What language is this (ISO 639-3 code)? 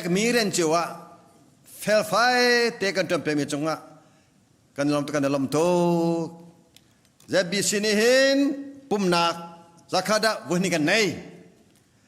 cnh